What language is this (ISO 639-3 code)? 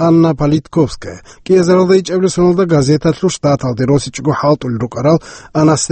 ava